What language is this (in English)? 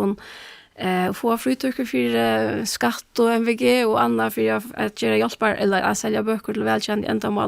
Faroese